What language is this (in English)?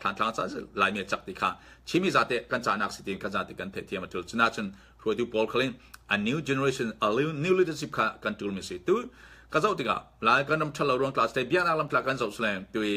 Falam Chin